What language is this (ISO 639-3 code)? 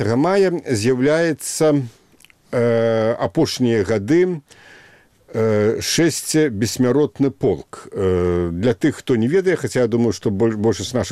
bel